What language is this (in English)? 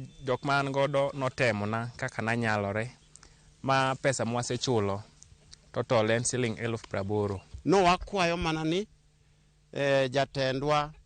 Luo (Kenya and Tanzania)